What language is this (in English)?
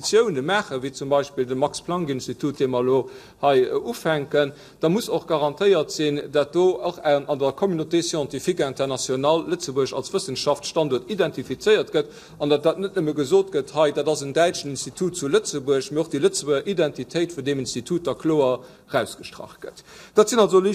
Luxembourgish